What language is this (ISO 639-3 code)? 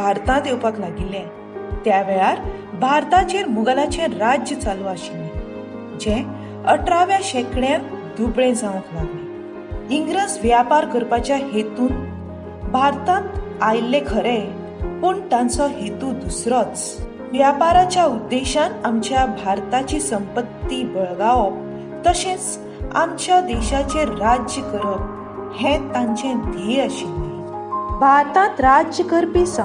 kok